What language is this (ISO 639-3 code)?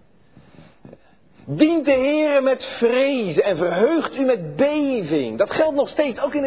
nld